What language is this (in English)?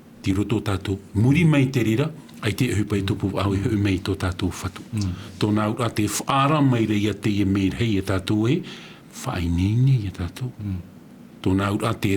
Tahitian